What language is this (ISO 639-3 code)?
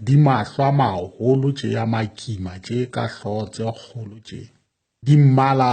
sot